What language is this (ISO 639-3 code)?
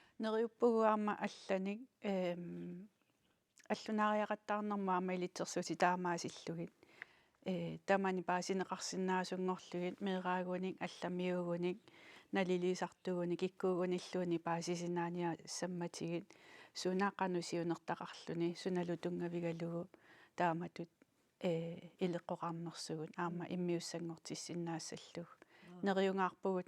kal